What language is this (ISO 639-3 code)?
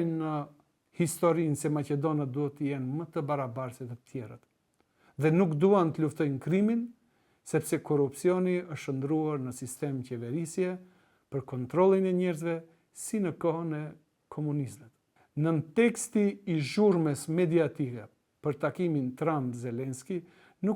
sqi